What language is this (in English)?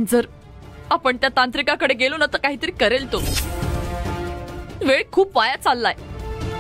Marathi